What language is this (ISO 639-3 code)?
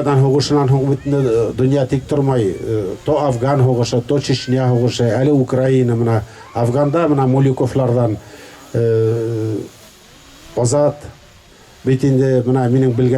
bak